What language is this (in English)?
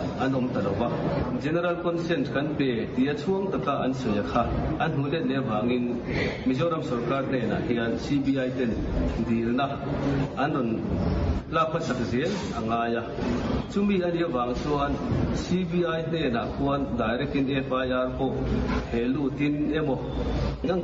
Mizo